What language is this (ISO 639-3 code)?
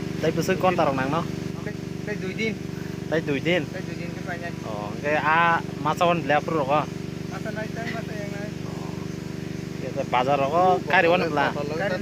trp